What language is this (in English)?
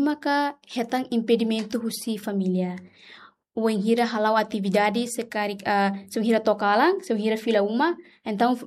Tetum